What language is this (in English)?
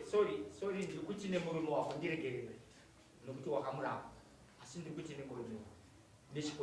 Shona